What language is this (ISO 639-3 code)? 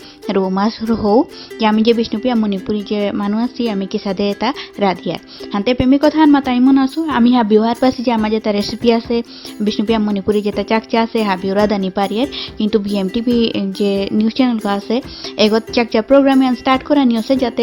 bpy